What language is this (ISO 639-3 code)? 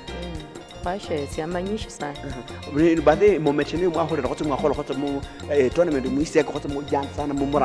luy